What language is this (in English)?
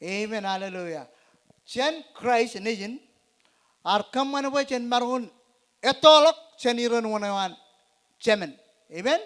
Marshallese